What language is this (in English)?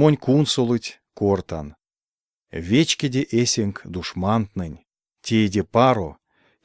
Erzya